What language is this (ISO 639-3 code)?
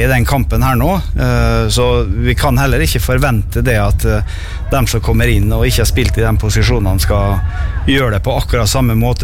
nor